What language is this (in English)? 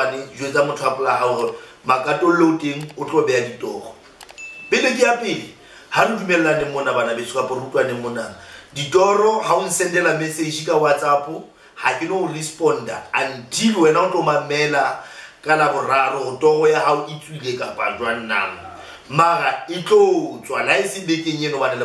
Southern Sotho